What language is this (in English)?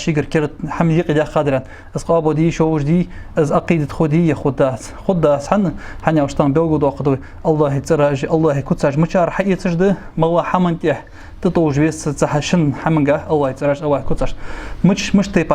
Ingush